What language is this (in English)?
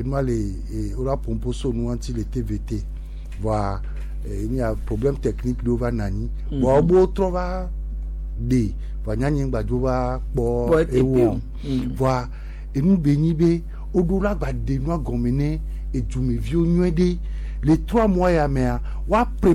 Gen